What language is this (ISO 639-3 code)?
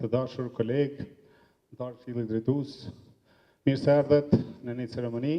sqi